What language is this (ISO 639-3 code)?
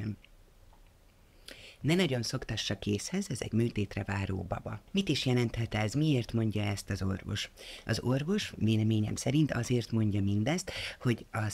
hun